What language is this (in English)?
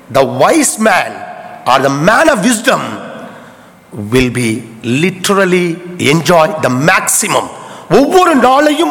Tamil